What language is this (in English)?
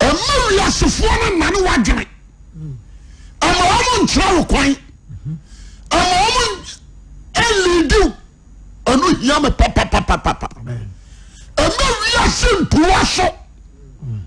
Akan